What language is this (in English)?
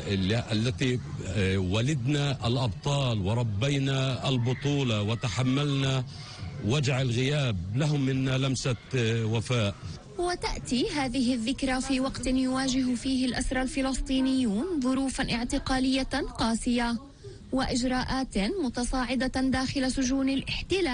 Arabic